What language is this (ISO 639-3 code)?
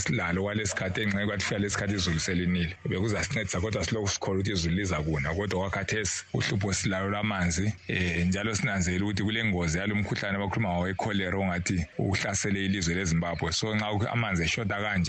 nde